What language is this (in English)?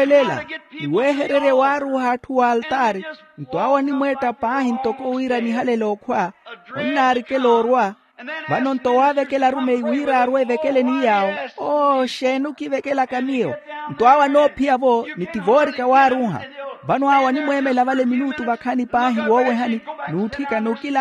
Makhuwa